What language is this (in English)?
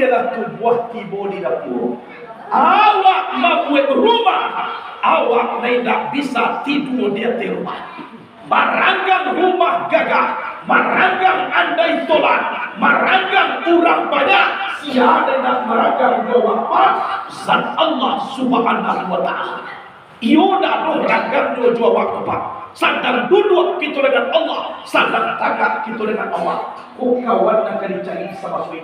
Minangkabau